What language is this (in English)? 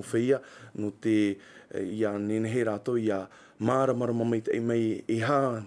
Tahitian